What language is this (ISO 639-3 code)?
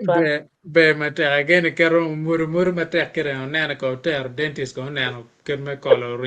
ach